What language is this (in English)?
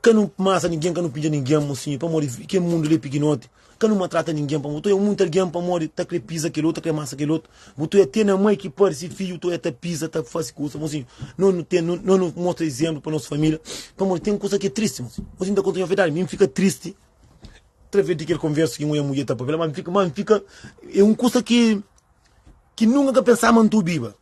Kabuverdianu